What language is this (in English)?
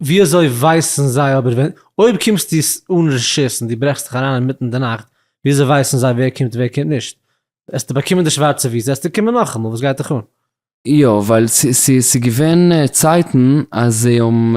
Yiddish